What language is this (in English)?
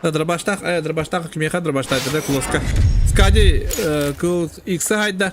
Yakut